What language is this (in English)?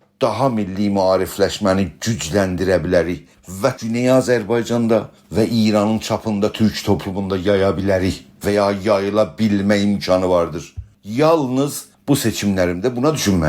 South Azerbaijani